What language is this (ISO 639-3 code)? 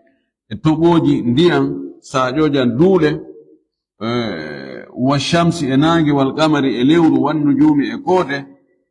ful